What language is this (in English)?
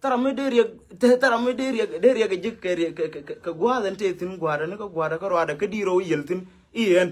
Nuer